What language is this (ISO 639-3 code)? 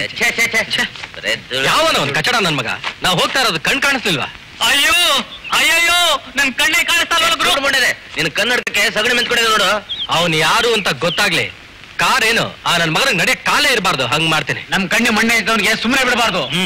kan